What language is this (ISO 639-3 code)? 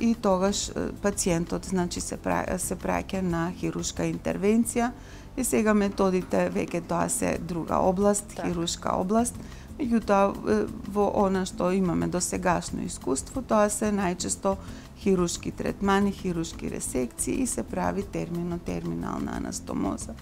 mkd